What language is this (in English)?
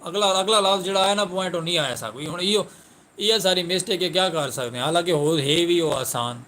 Saraiki